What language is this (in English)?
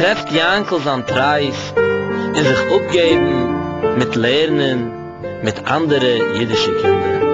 Yiddish